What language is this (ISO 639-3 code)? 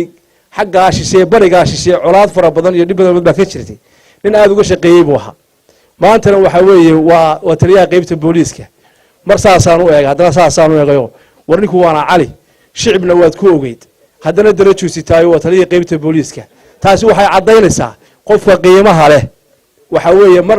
som